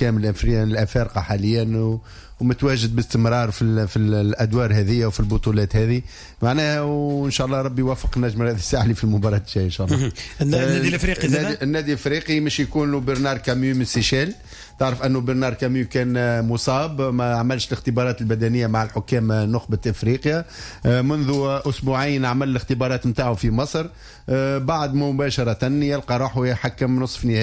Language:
Tunisian Arabic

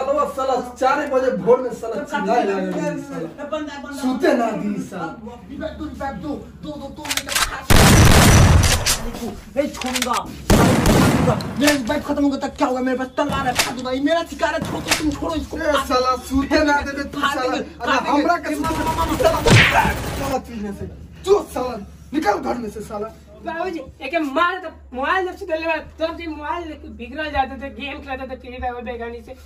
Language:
Bhojpuri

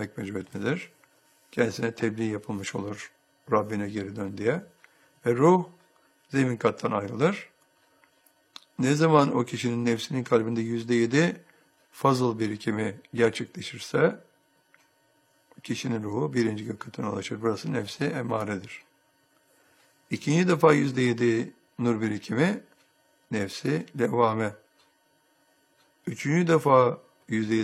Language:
Turkish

